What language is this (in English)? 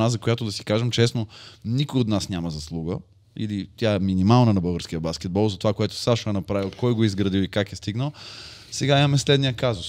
Bulgarian